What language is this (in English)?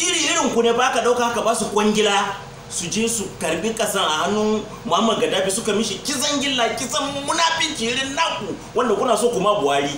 Hausa